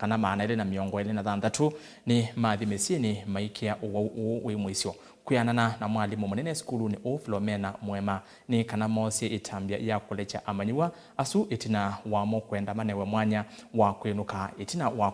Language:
Kamba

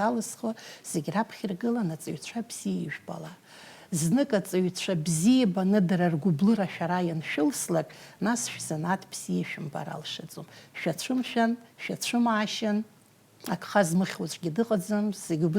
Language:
Abkhazian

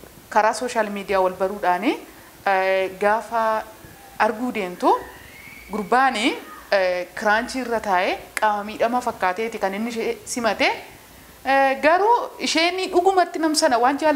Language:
Oromo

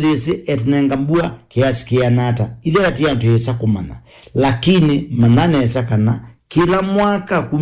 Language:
Kamba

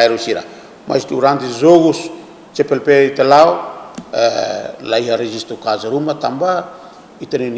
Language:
Tetum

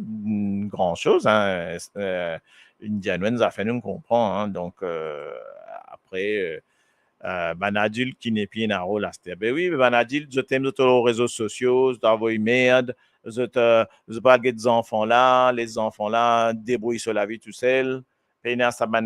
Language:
Morisyen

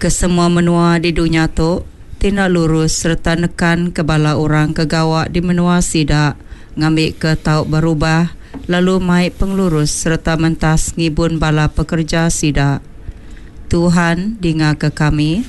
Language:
Iban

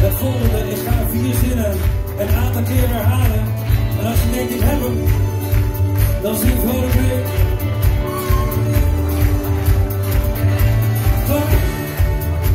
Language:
Dutch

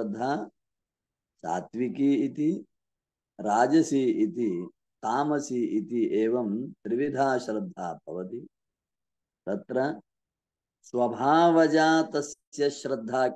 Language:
Sanskrit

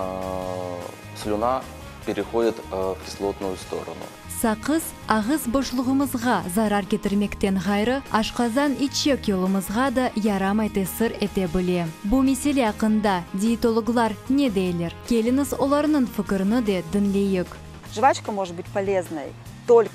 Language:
Crimean Tatar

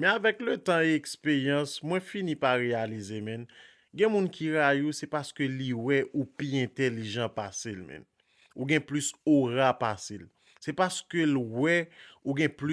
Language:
Haitian Creole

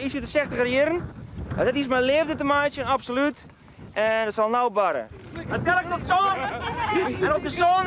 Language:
Western Frisian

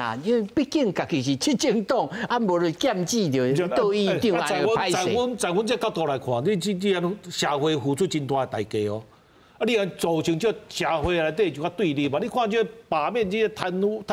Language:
Min Nan Chinese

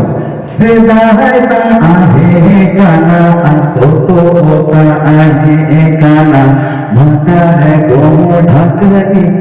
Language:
Santali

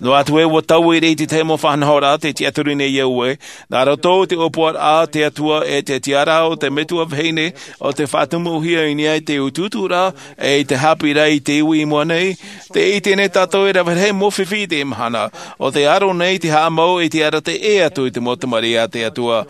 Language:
Tahitian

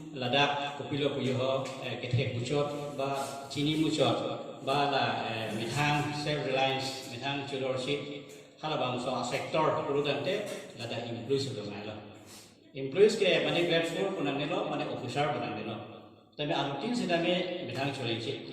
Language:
Karbi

